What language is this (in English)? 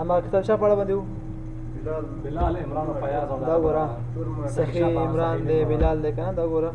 Pashto